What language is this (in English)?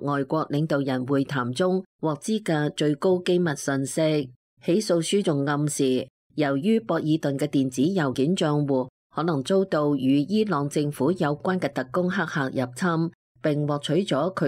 Cantonese